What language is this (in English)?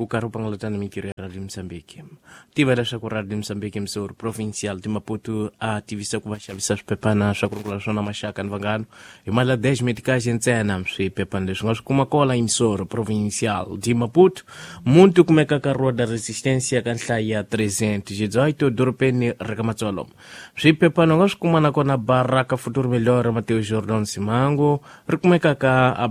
Tsonga